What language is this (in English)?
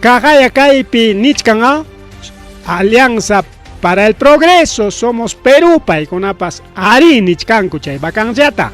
Ayacucho Quechua